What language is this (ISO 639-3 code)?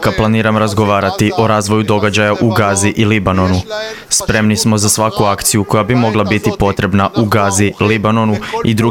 hrv